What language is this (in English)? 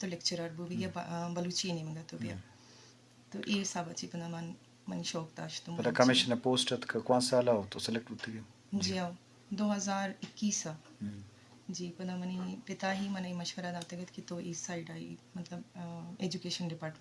Eastern Balochi